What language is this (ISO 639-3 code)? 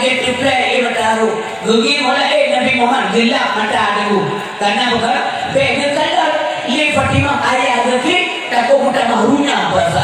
ace